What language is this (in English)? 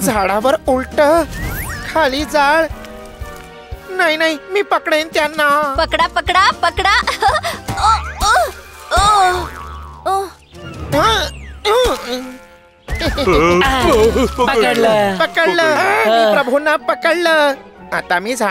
Marathi